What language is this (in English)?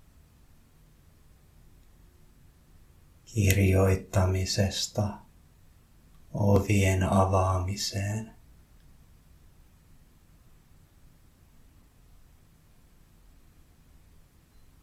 Finnish